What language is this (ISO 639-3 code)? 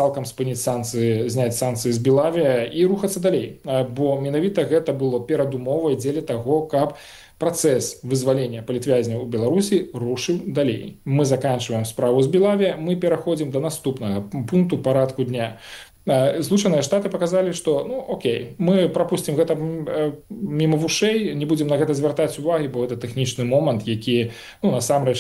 bel